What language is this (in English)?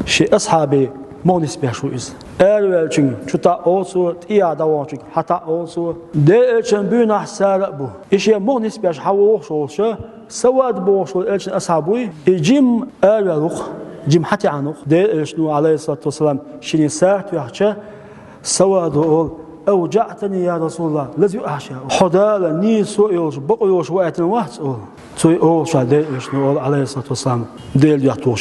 Chechen